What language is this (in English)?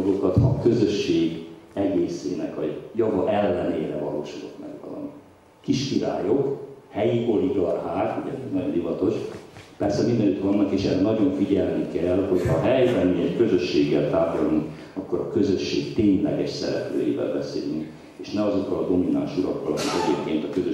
Hungarian